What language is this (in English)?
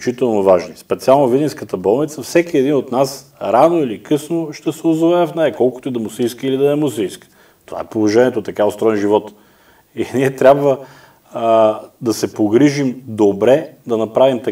Bulgarian